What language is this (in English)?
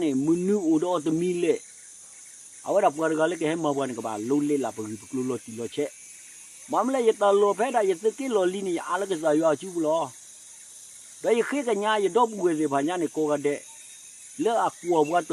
S'gaw Karen